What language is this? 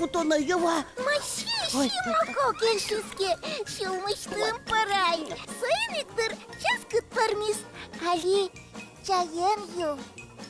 Udmurt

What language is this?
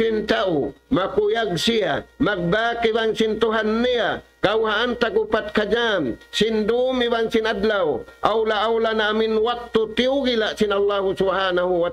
Tausug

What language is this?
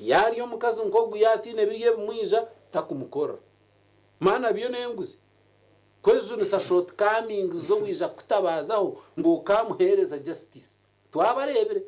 Nyankole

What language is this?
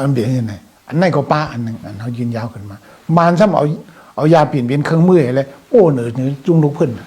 Shan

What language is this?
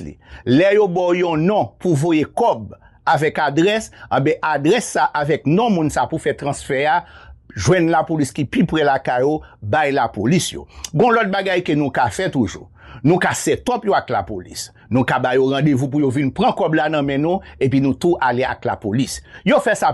Haitian Creole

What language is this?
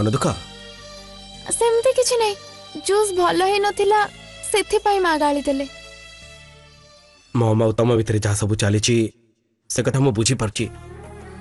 Odia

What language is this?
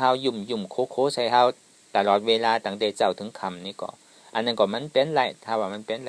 Shan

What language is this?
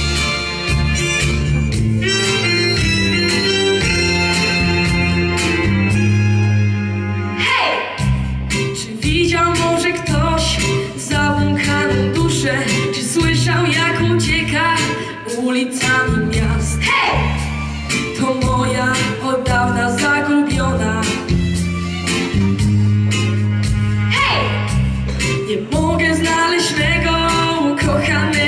Polish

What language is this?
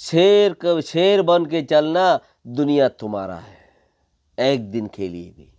Rohingya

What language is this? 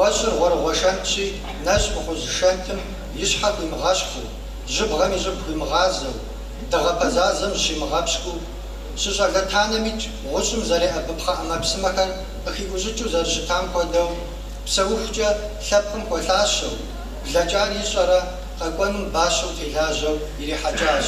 Kabardian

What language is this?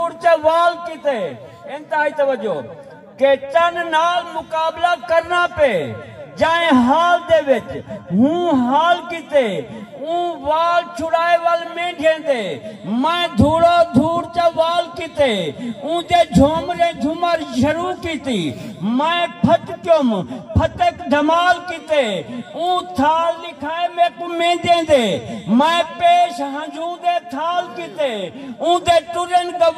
Saraiki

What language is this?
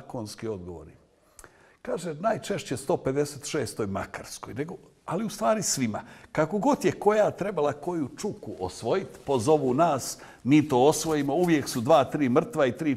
Bosnian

